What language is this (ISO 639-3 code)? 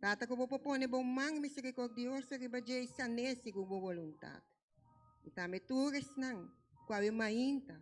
pap